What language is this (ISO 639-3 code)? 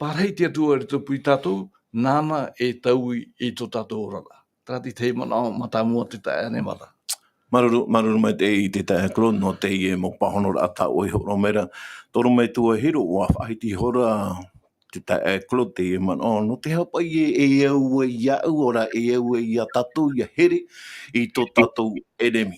tah